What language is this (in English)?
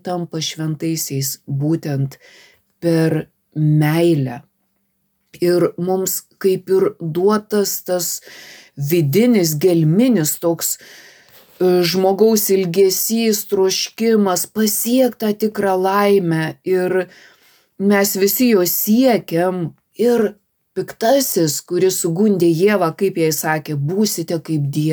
Lithuanian